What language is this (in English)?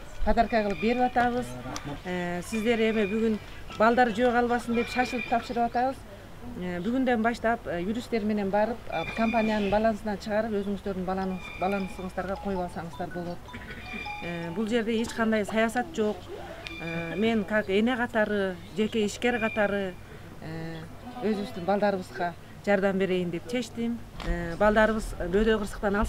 Kyrgyz